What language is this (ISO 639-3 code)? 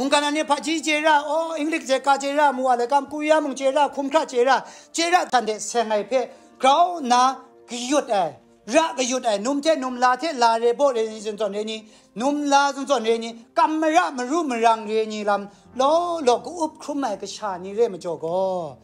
kac